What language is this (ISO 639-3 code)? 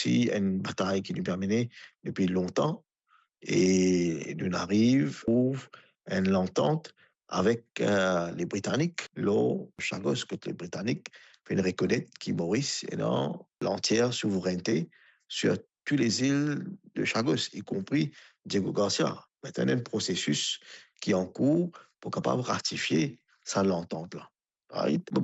mfe